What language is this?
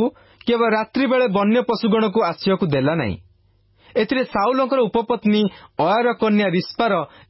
Odia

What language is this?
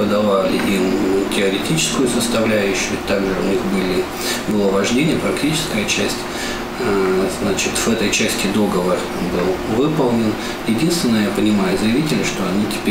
Russian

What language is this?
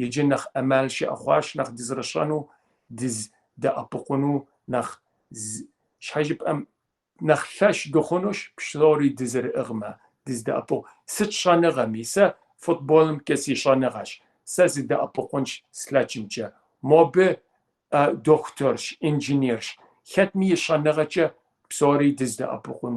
Kabardian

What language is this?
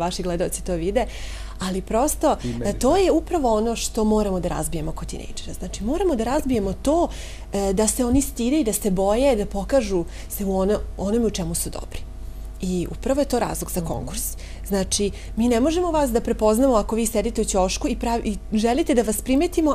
Serbian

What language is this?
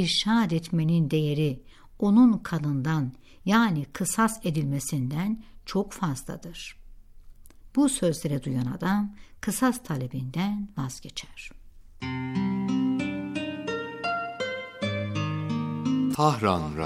Turkish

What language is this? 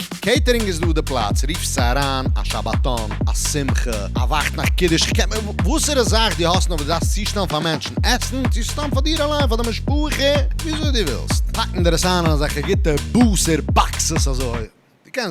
Yiddish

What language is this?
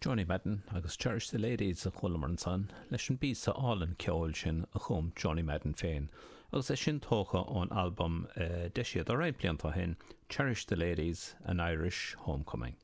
Irish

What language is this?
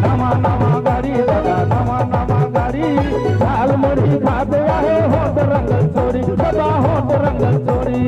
Sadri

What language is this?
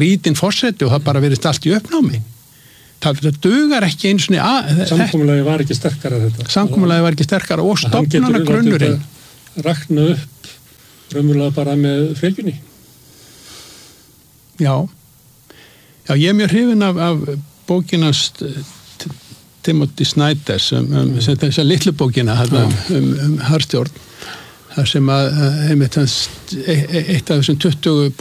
Icelandic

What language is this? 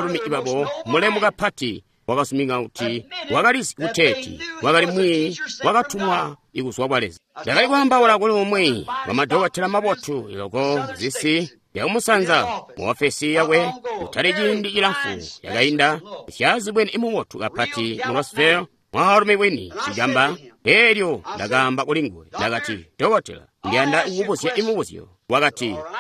Tonga (Zambia)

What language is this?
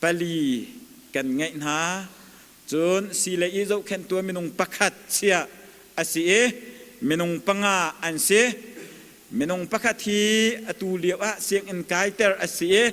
Hakha Chin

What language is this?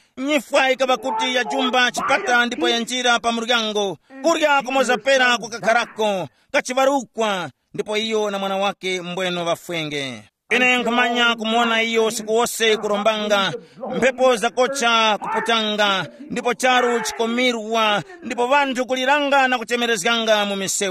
Tumbuka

